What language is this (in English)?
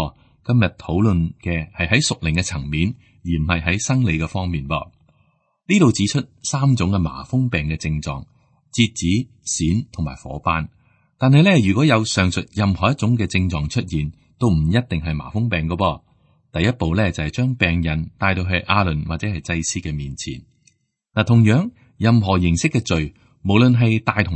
Cantonese